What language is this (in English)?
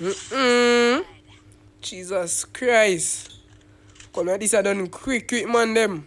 Jamaican Creole English